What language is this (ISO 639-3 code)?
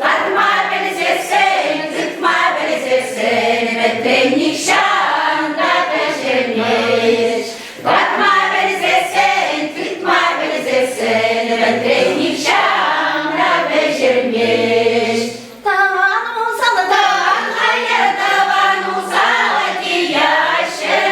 chv